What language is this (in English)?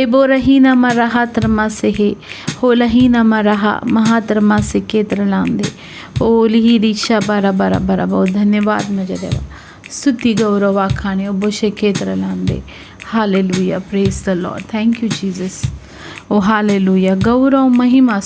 Konkani